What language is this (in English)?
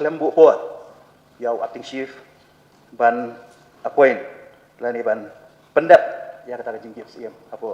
Khasi